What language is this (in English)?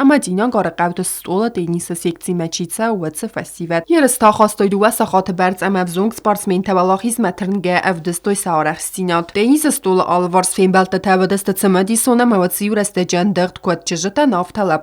Ossetic